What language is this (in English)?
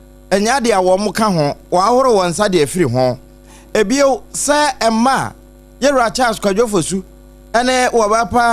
Akan